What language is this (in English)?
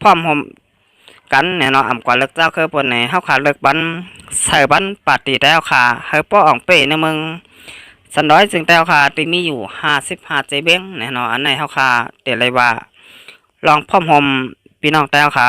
Shan